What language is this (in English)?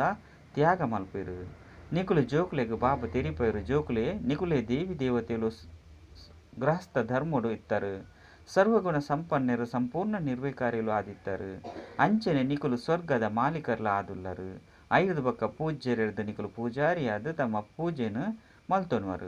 Tulu